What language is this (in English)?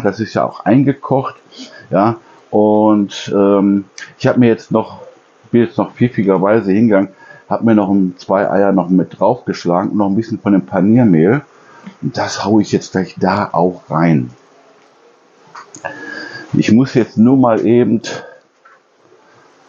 German